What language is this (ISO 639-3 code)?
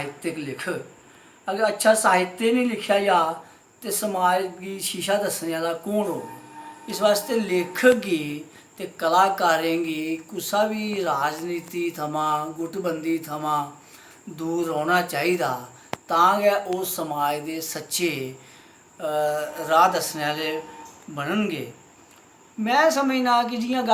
doi